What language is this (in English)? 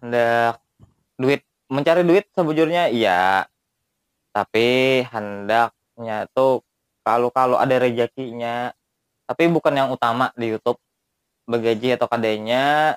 Banjar